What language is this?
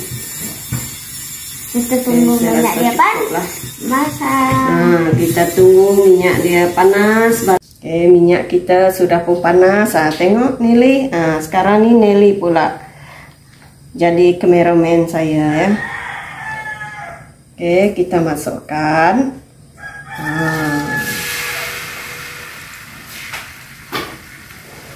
Malay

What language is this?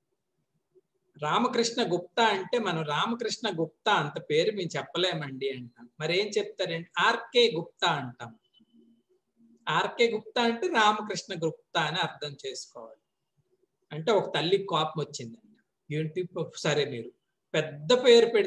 Telugu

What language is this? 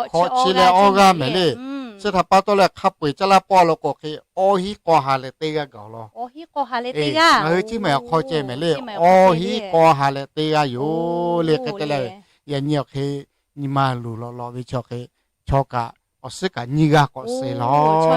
Lahu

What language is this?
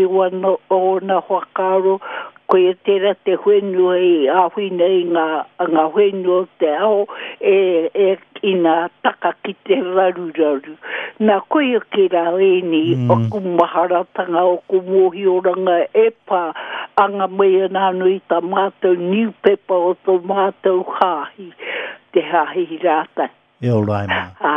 Māori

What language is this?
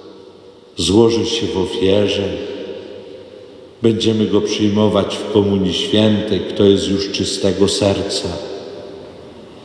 Polish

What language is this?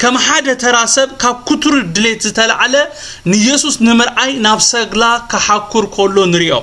Tigrinya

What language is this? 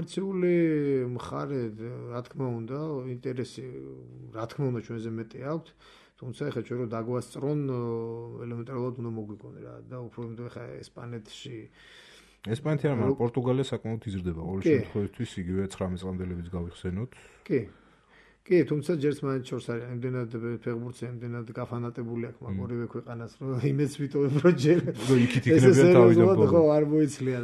Georgian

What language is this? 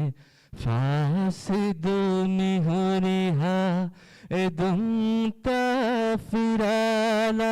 Divehi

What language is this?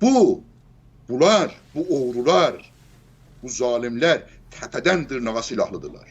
South Azerbaijani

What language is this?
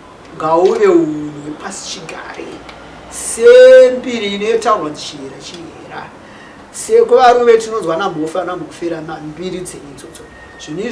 Shona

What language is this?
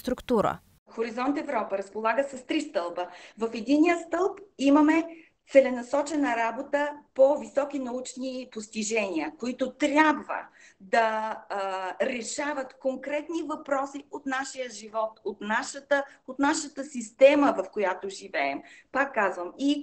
Bulgarian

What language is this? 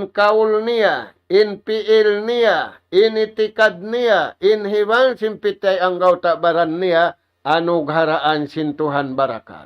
Tausug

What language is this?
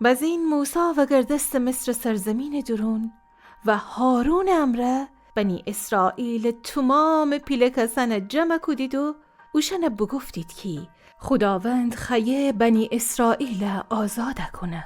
Gilaki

